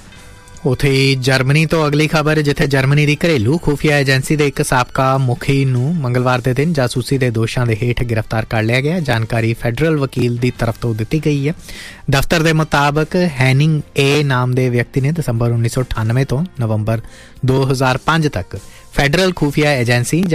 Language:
Punjabi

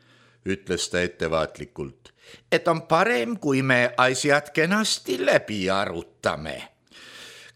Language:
Estonian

